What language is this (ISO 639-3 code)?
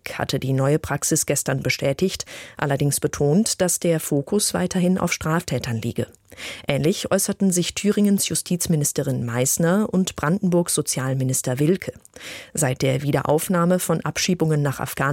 deu